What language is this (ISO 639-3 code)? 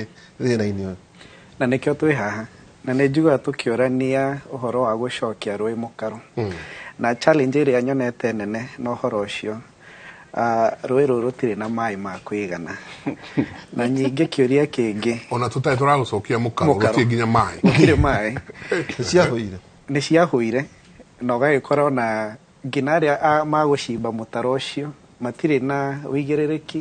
kik